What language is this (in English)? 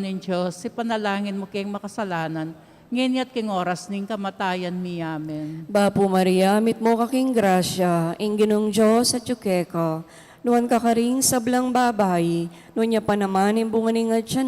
Pampanga